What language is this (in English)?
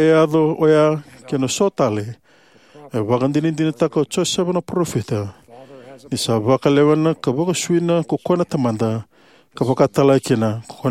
Fijian